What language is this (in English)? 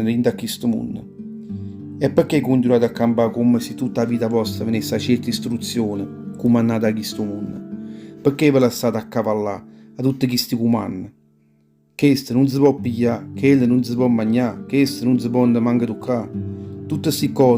Neapolitan